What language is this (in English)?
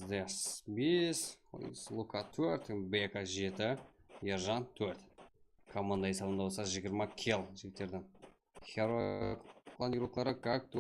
Kara-Kalpak